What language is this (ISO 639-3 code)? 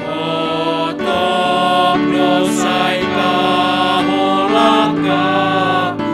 bts